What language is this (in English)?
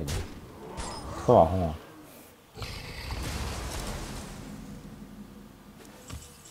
French